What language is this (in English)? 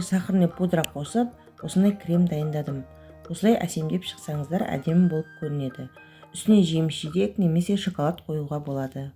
Kazakh